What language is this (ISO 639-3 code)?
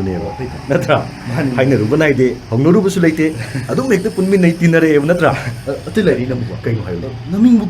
mni